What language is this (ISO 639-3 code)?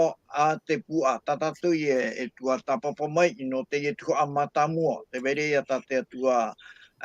tah